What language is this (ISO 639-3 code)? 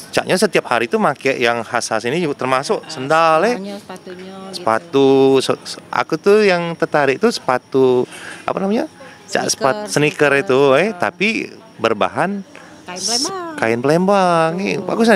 mui